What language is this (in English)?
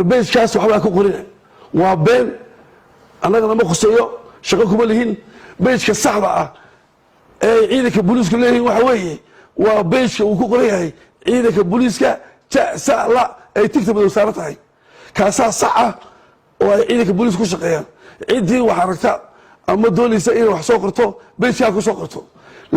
Somali